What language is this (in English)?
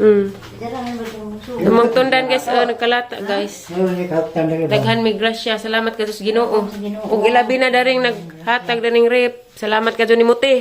Cebuano